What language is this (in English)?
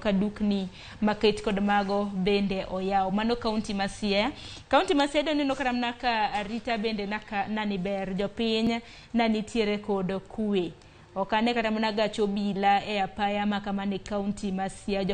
Luo (Kenya and Tanzania)